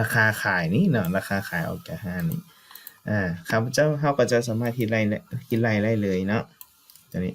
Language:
Lao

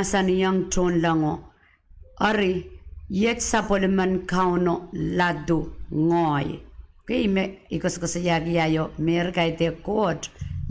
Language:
Pohnpeian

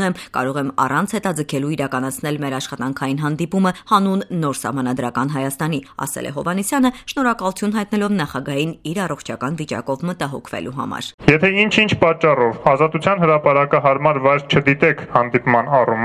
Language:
Armenian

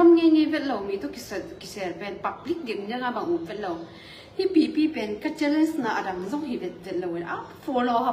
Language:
Tedim Chin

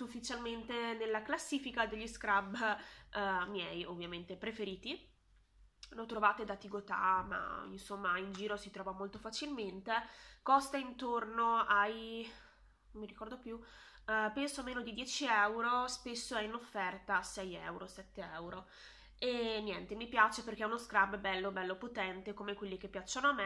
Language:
Italian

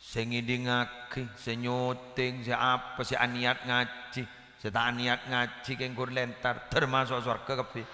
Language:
Madurese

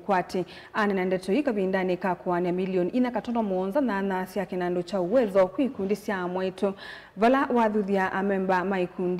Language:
Kamba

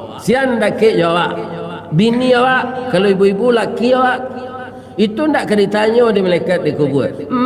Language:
Minangkabau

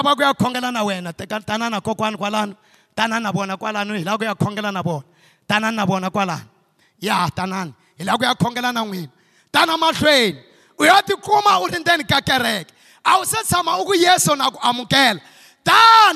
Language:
Tsonga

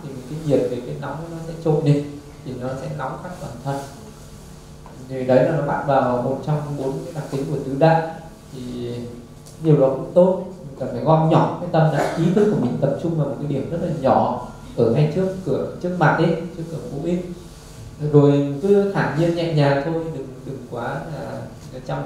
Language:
Vietnamese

